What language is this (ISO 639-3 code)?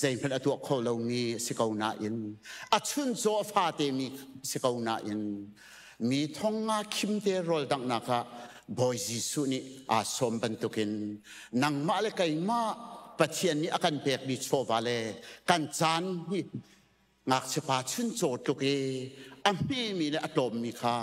cnh